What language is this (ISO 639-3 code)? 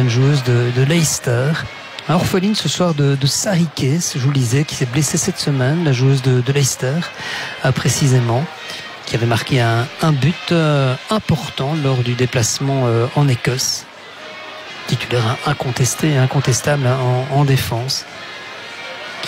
fra